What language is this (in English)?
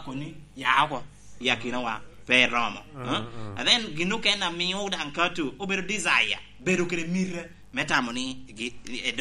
Lango (Uganda)